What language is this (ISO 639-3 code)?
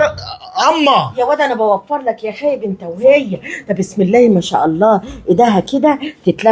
arz